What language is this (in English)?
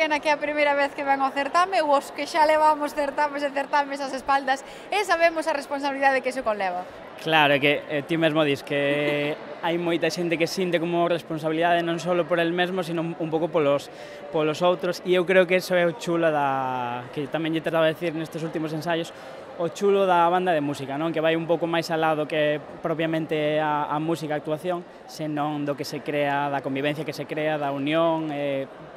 Galician